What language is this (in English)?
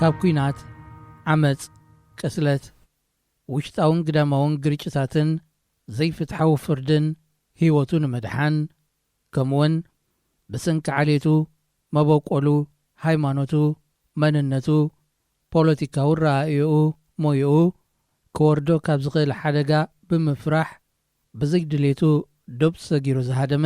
Tigrinya